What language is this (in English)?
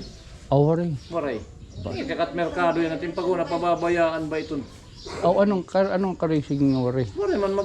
Waray